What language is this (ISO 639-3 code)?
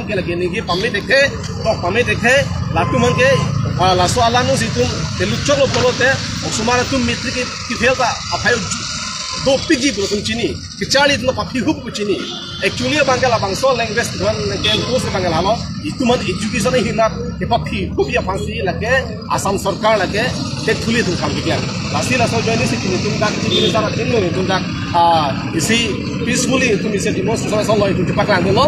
mjw